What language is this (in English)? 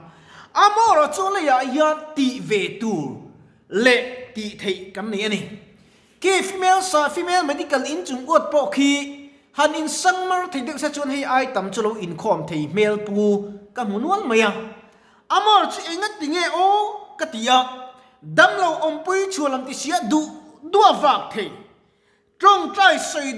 Mizo